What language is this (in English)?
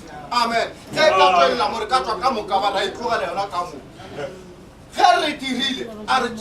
Northern Sotho